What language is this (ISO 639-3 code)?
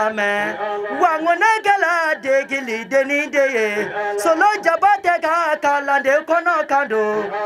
bam